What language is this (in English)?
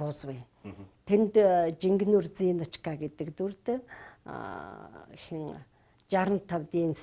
Mongolian